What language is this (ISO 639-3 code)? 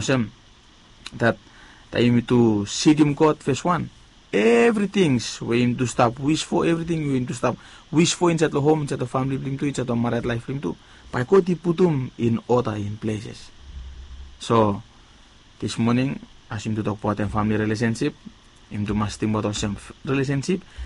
bis